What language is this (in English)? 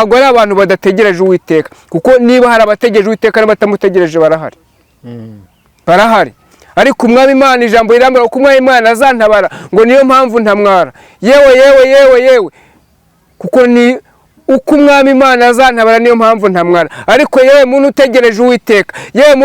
Kinyarwanda